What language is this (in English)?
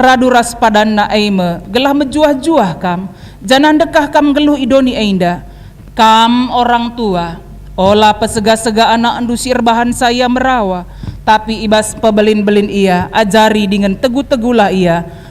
Batak Karo